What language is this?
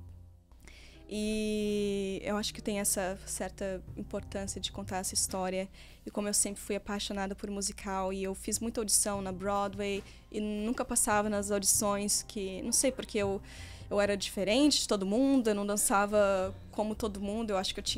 Portuguese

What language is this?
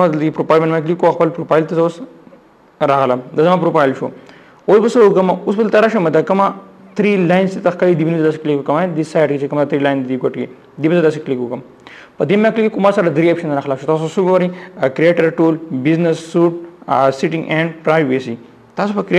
Pashto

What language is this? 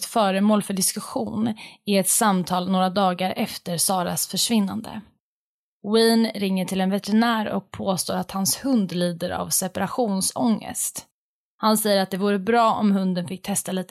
Swedish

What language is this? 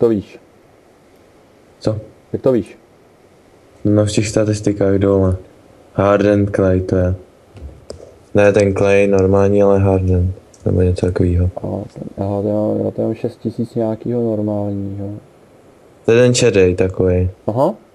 Czech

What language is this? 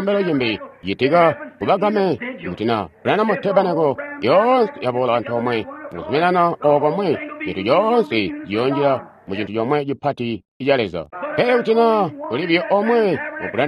Tonga (Zambia)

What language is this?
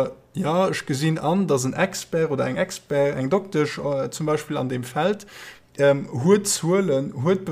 Luxembourgish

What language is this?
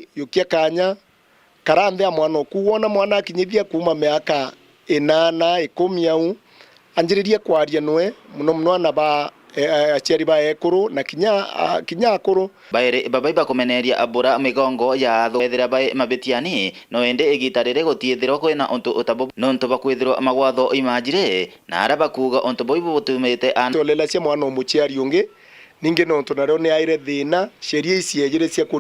Meru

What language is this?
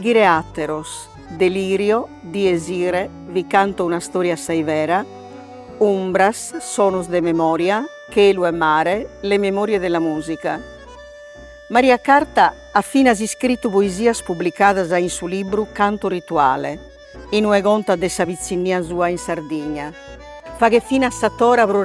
Sardinian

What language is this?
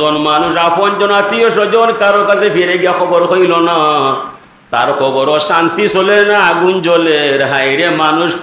Sylheti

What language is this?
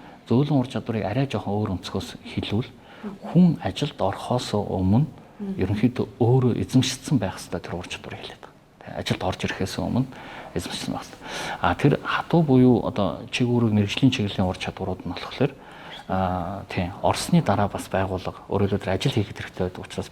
Mongolian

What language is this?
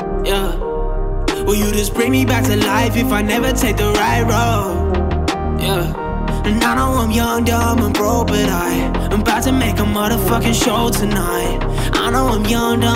English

